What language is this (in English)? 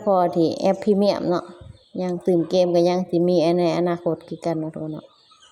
Lao